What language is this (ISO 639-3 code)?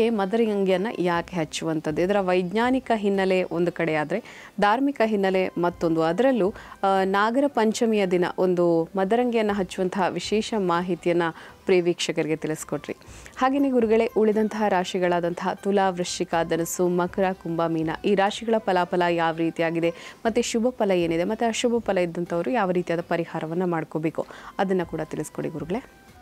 kan